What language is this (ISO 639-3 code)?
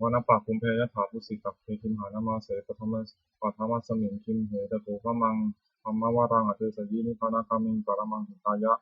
pli